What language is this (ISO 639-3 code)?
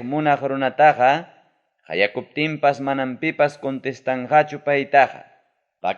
quy